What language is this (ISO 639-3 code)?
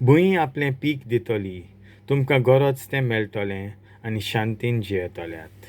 kok